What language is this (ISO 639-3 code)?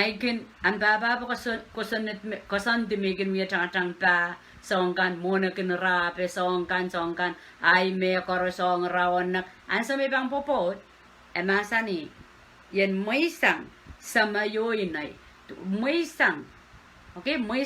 pon